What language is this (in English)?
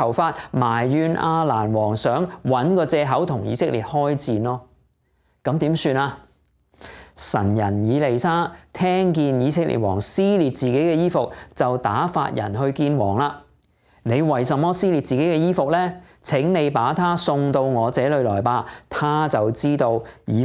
Cantonese